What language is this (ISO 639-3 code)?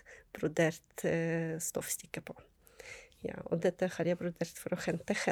nor